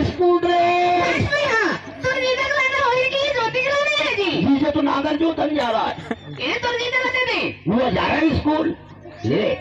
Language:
Chhattisgarhi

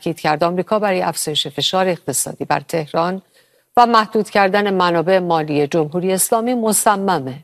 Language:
Persian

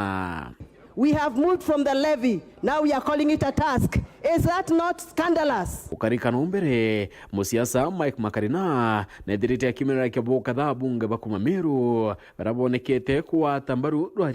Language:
Meru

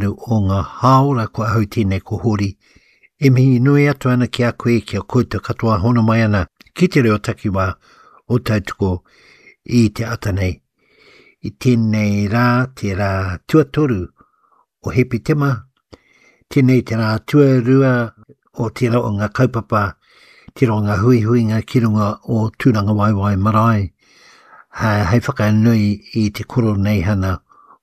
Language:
Māori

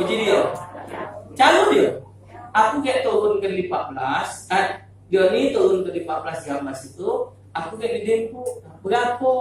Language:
Musi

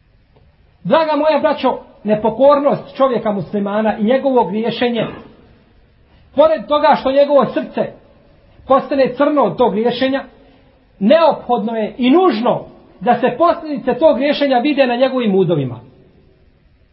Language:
Bosnian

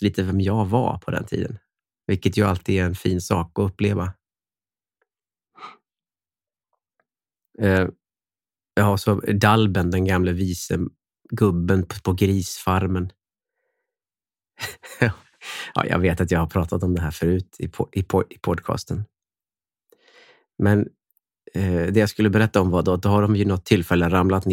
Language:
Swedish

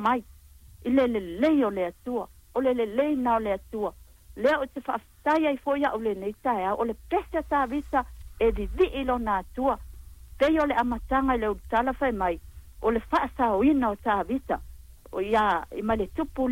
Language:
Samoan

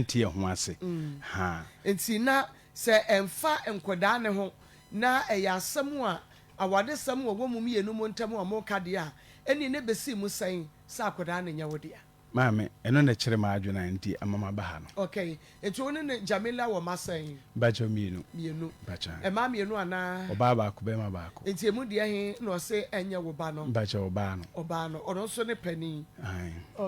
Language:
Akan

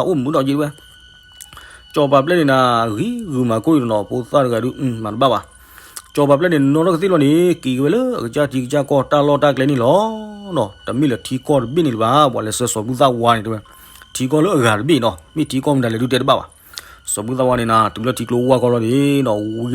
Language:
S'gaw Karen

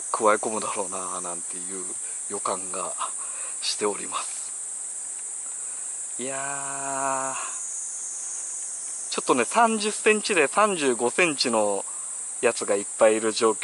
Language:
Japanese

